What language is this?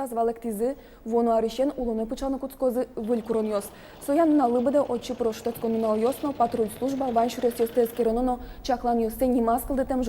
Udmurt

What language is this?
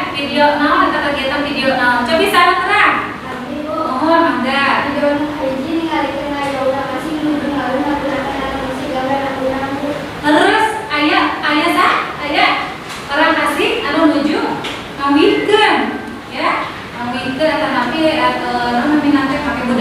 Sundanese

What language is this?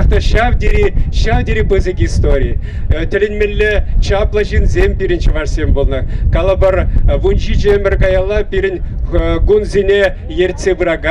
Chuvash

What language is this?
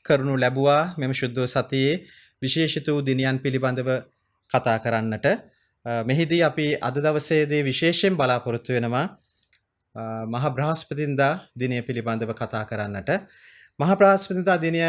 Sinhala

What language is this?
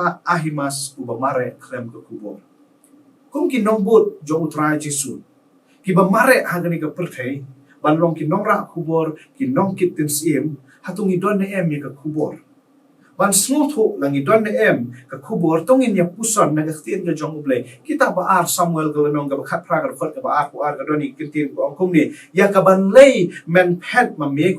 Khasi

